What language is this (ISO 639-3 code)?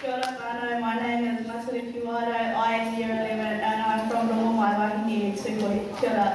mri